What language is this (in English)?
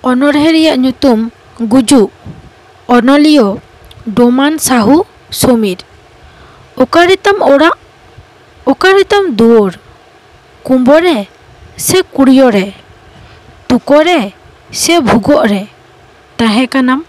Santali